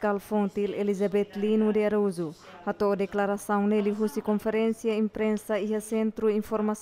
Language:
Tetum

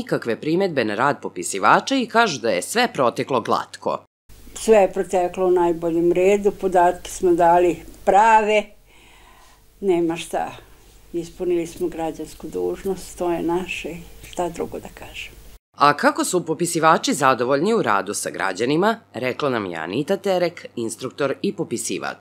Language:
Serbian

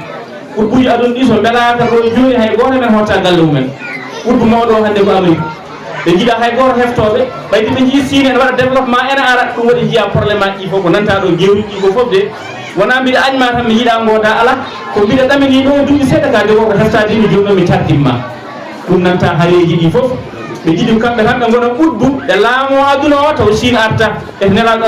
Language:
Fula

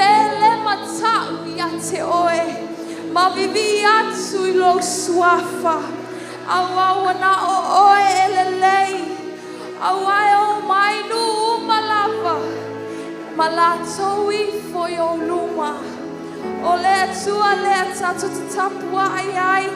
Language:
Samoan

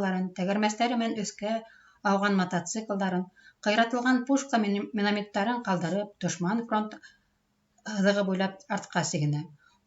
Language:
Bashkir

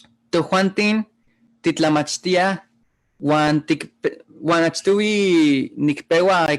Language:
Eastern Huasteca Nahuatl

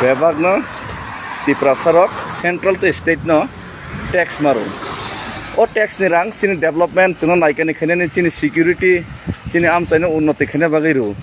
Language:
Kok Borok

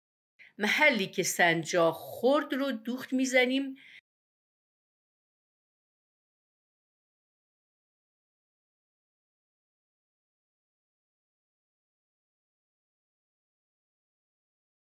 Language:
Persian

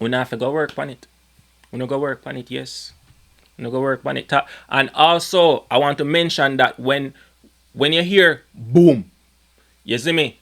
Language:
Jamaican Creole English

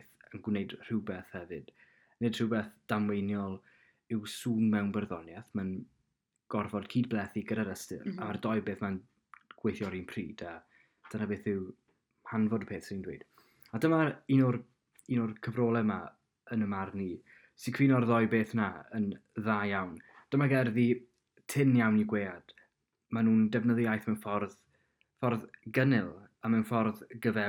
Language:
Welsh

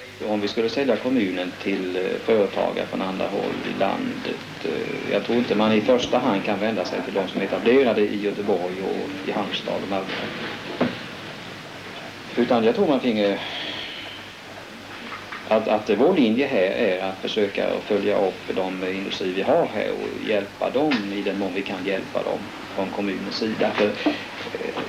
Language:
Swedish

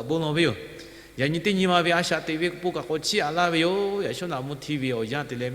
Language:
Lahu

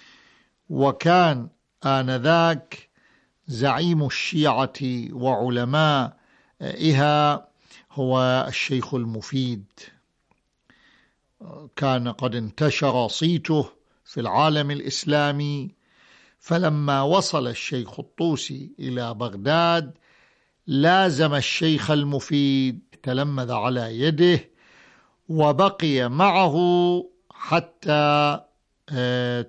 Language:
Arabic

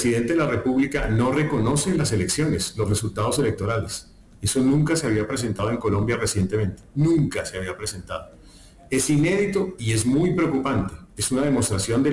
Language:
Spanish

